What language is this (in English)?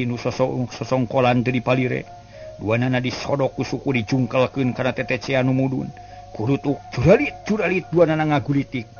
Sundanese